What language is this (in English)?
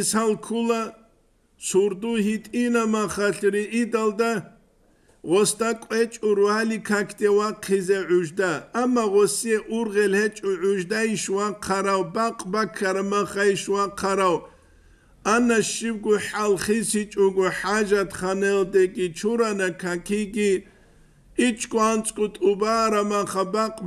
Avaric